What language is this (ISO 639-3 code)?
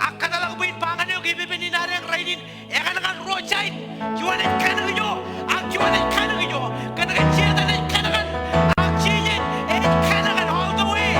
mah